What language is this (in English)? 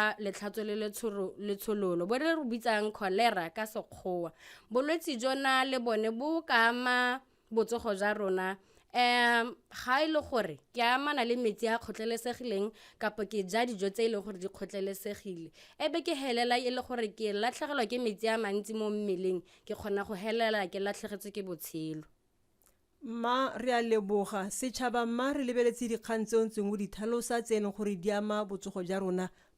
Tswana